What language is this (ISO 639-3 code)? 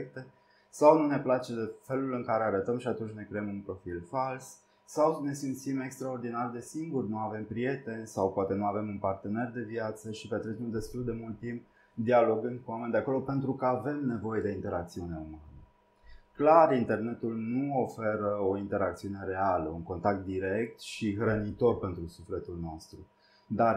ron